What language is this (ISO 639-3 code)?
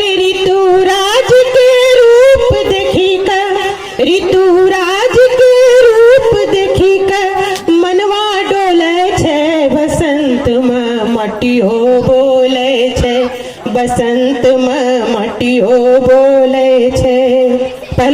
anp